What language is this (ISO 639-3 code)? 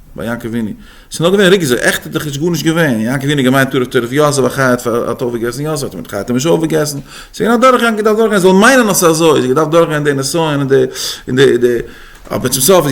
yid